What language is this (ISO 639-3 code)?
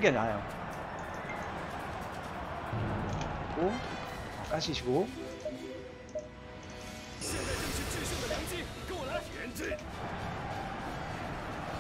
kor